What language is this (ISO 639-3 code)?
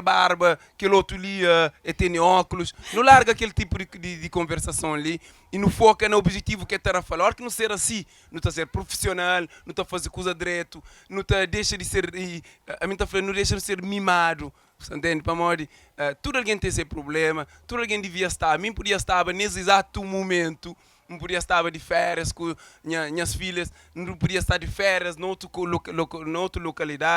kea